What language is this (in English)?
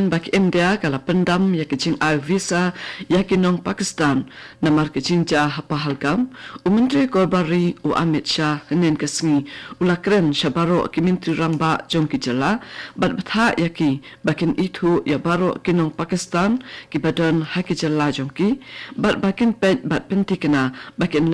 Khasi